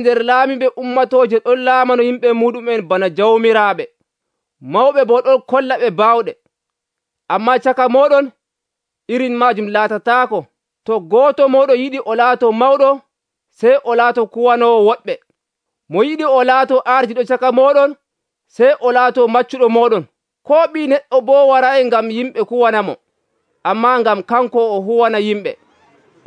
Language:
Nigerian Fulfulde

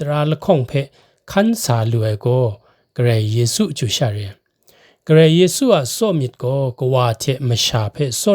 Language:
Kachin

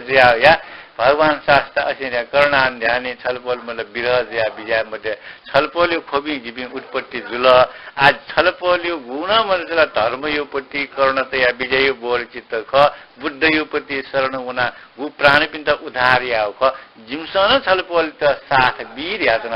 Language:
Newari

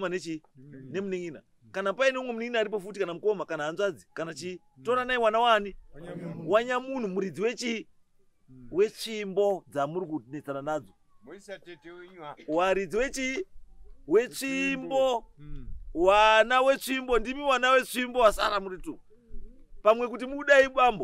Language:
Shona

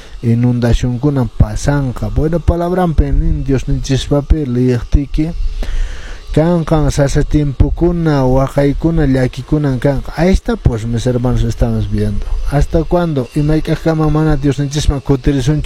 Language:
Quechua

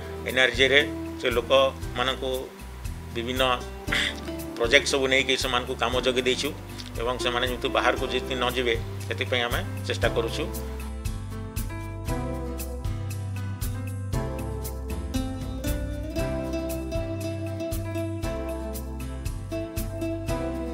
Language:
Odia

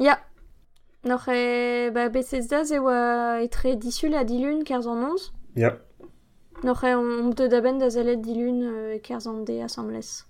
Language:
Breton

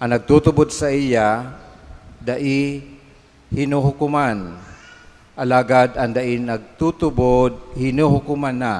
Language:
Bikol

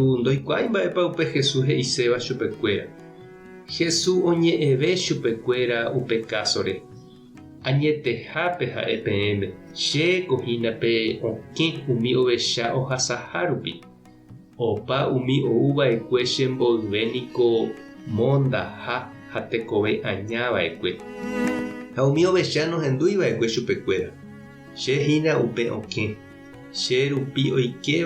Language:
Guarani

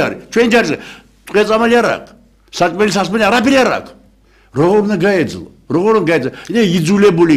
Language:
Georgian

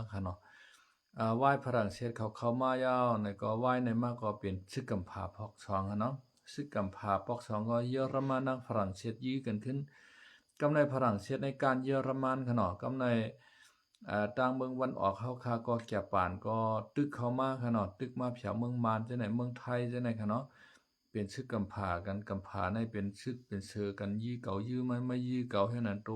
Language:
Shan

